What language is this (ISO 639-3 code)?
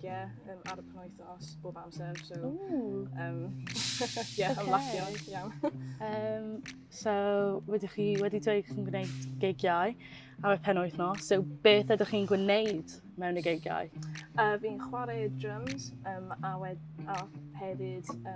cym